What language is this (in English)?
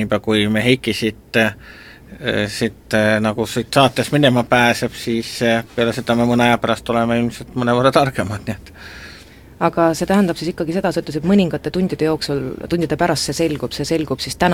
Estonian